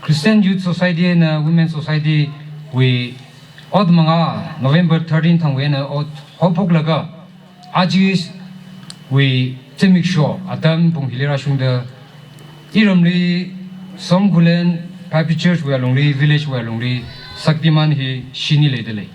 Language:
Tangkhul Naga (India)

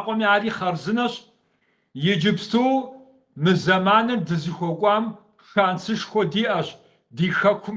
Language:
Kabardian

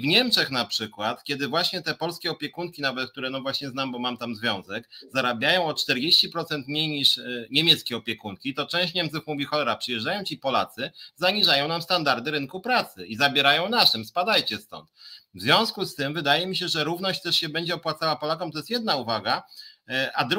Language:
Polish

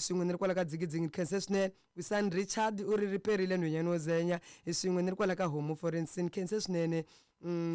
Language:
Tsonga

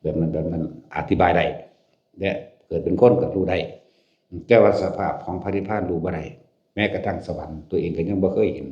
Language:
Lao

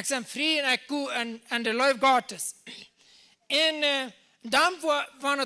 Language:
Plautdietsch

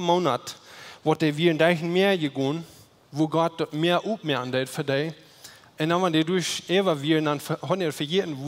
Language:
Plautdietsch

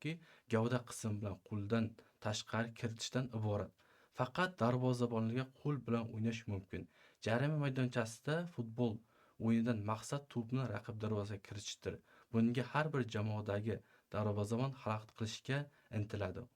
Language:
Uzbek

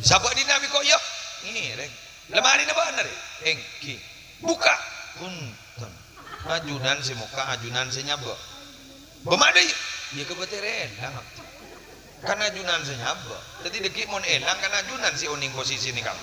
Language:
Madurese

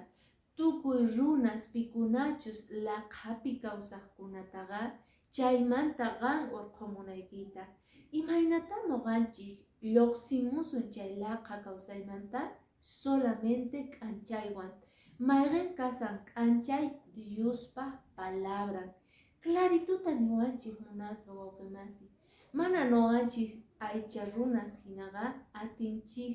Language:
Quechua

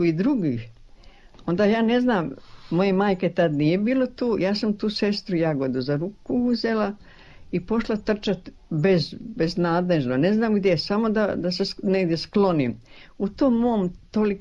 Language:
Croatian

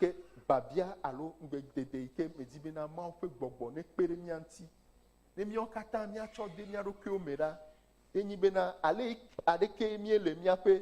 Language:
Ewe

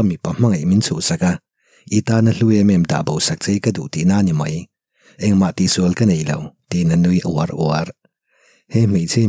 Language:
Mizo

